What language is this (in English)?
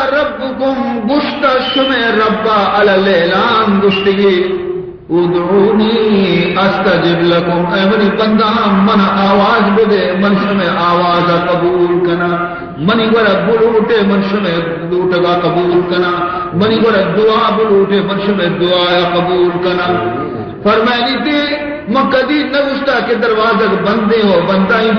Baluchi